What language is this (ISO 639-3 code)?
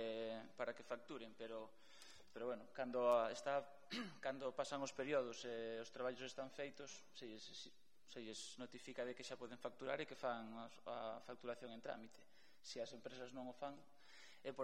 glg